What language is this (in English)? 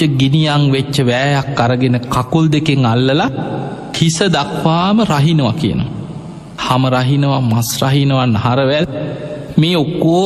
Sinhala